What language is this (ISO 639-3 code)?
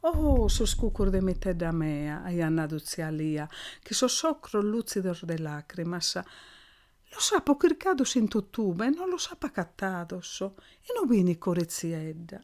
srd